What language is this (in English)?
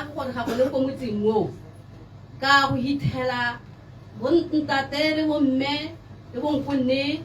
Tswana